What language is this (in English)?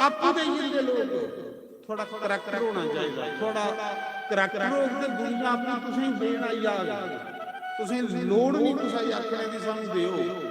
Dogri